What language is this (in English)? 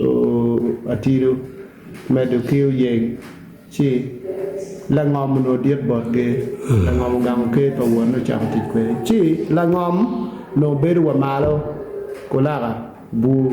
Acoli